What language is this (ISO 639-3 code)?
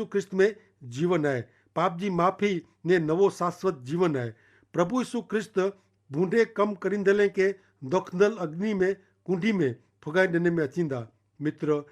kfr